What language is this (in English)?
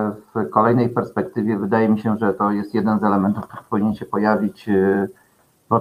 Polish